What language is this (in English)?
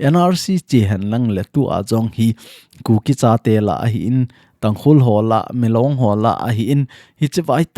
Thado Chin